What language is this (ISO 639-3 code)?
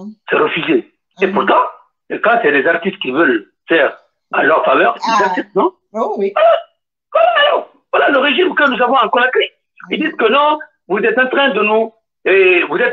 fra